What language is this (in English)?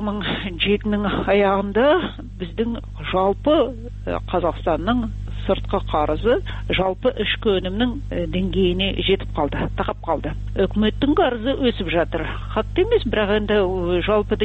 Kazakh